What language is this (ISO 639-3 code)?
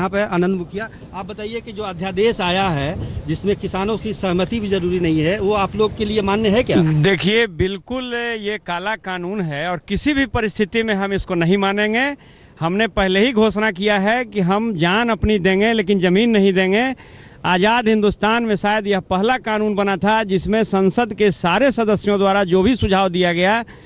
hin